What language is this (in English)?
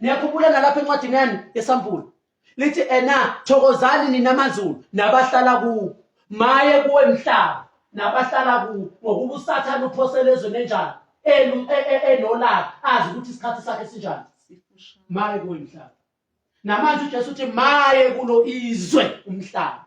Zulu